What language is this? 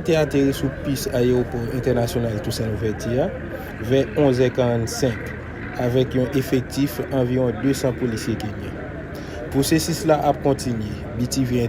Haitian Creole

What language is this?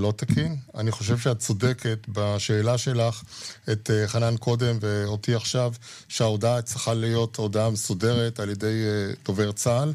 Hebrew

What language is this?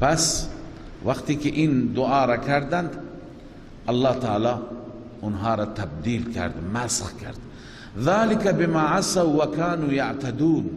Persian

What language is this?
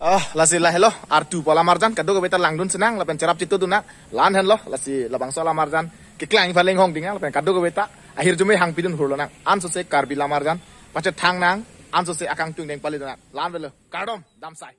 Karbi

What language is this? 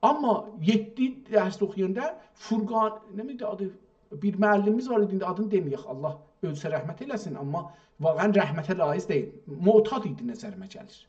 South Azerbaijani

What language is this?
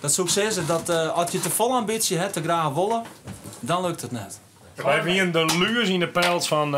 Western Frisian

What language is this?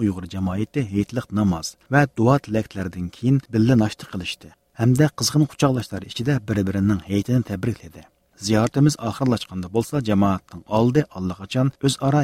Uyghur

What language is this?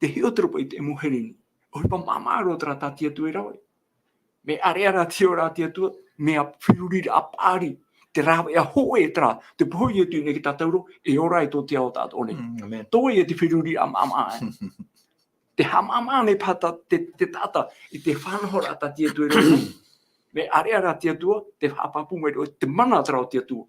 Tahitian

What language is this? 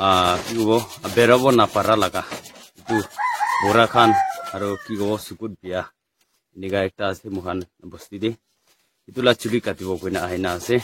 Naga Pidgin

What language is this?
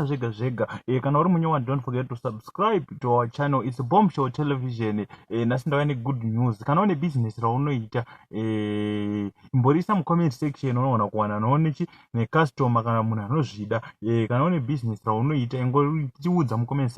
Shona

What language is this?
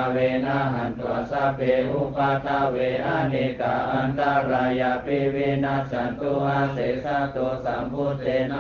Pali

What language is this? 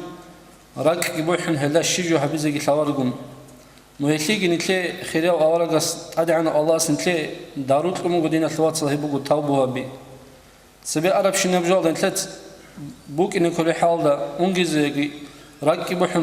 Avaric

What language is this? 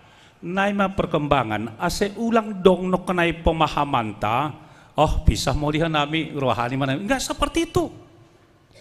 Batak Simalungun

